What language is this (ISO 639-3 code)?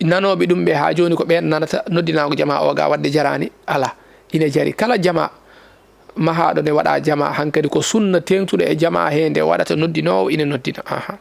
ful